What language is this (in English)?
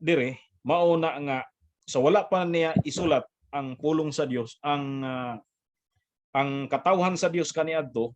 Cebuano